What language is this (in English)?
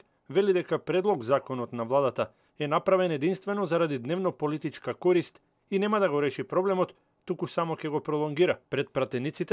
Macedonian